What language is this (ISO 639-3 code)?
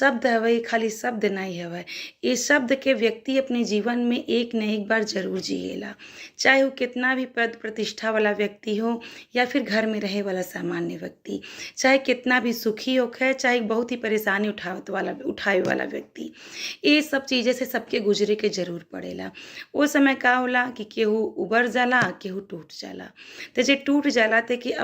bho